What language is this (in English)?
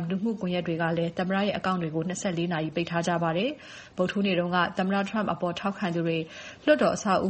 Burmese